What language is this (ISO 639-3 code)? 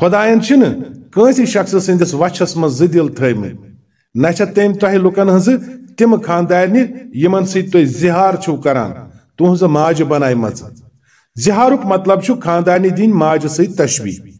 kas